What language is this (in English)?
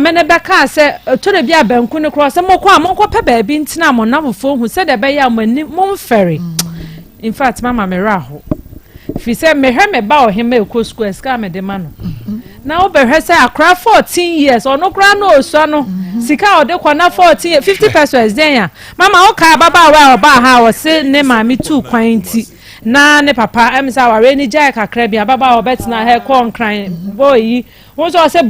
Akan